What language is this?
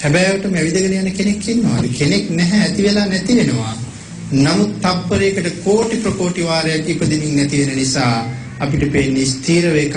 Sinhala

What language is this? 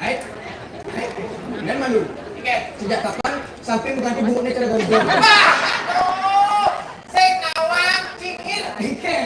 Balinese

